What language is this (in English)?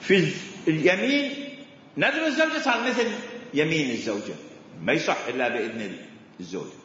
Mesopotamian Arabic